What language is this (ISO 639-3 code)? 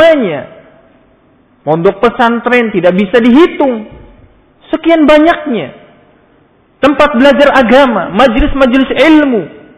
ind